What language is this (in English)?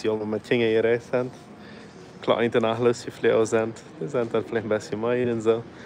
Plautdietsch